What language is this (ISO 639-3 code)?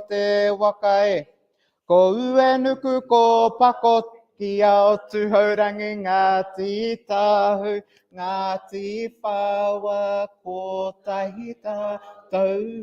mri